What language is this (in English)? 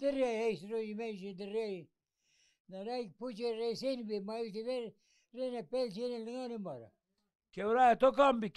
Zaza